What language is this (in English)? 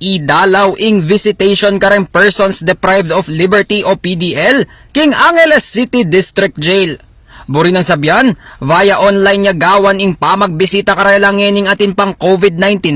Pampanga